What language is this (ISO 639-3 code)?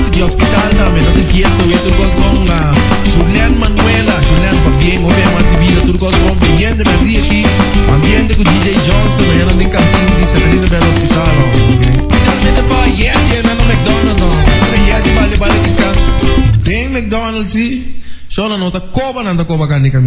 pap